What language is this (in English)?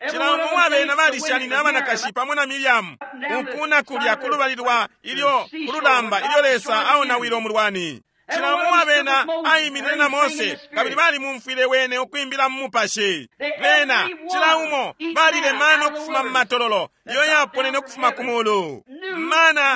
Bemba